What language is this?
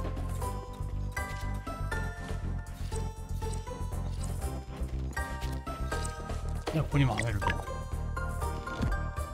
Japanese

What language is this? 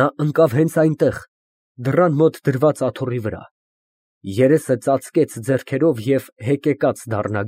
Armenian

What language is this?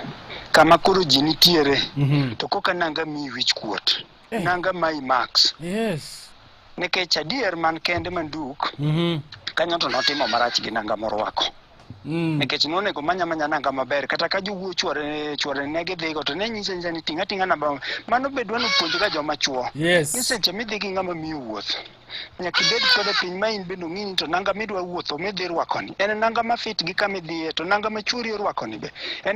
Luo (Kenya and Tanzania)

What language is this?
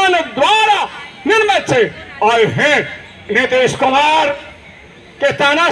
Maithili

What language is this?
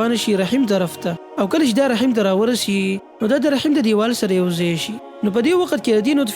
Pashto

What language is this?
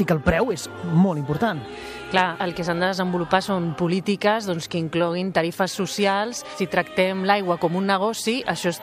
Catalan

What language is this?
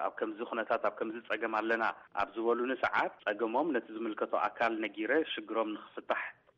Tigrinya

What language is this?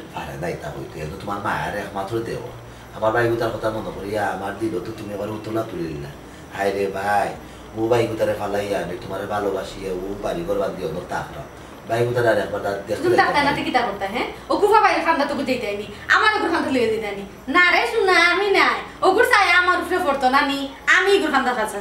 Sylheti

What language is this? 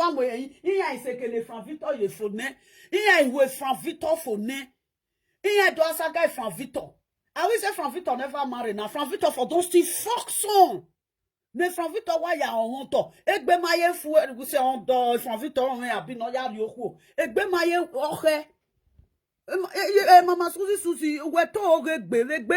Nigerian Pidgin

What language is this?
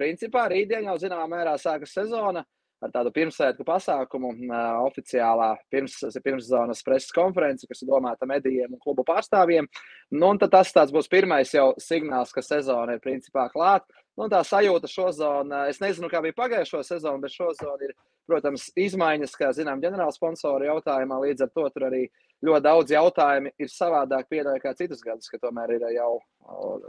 Latvian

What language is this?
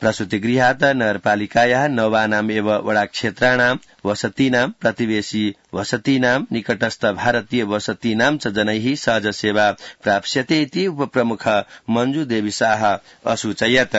Sanskrit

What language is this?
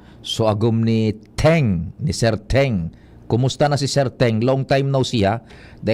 Bikol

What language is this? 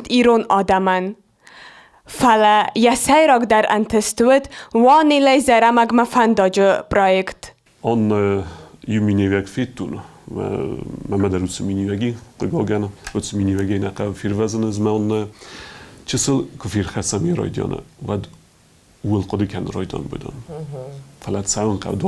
Ossetic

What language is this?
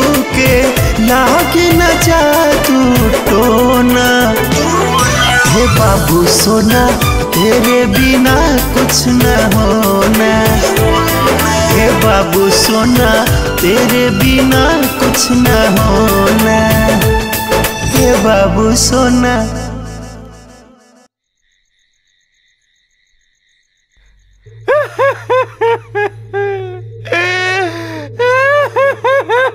Bhojpuri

